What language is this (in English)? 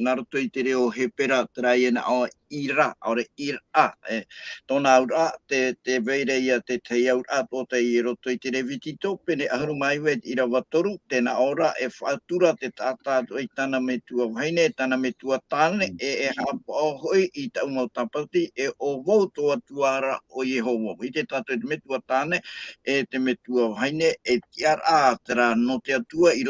Tahitian